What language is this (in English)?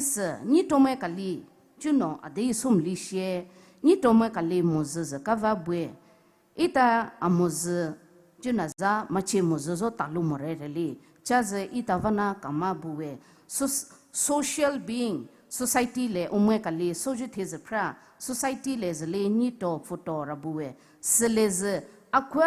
Poumei Naga